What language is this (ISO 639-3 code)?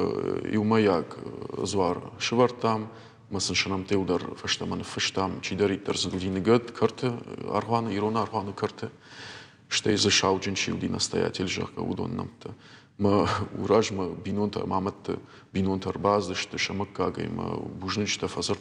oss